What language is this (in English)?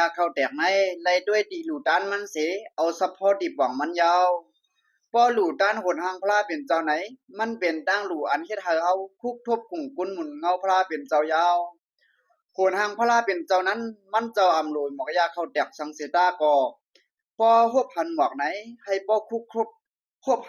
Shan